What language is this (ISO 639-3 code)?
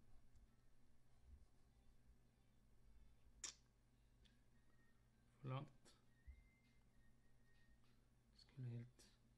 nor